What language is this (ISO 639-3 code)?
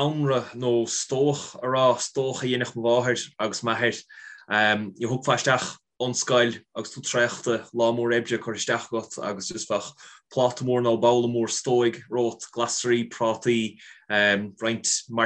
gle